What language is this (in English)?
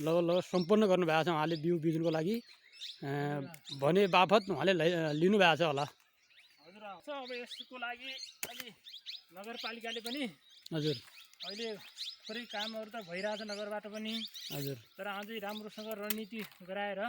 Nepali